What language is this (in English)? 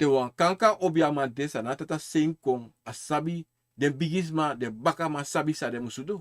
Sranan Tongo